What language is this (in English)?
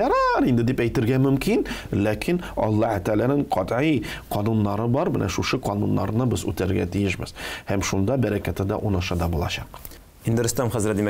Tatar